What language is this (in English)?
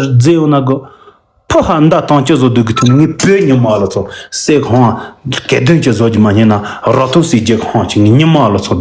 Tibetan